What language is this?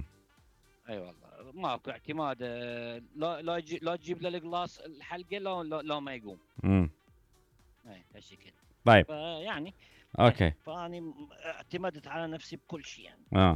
Mesopotamian Arabic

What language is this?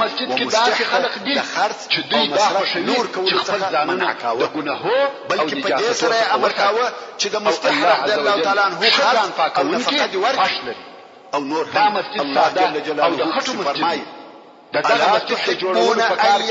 Pashto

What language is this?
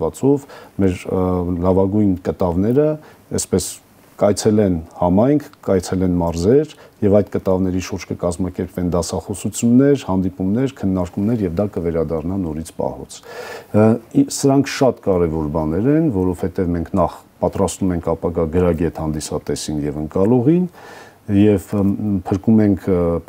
Armenian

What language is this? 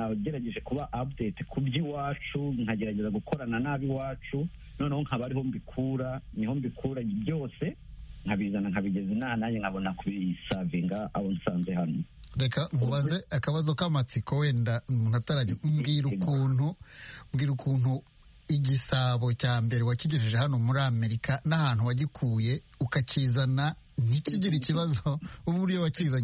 Kinyarwanda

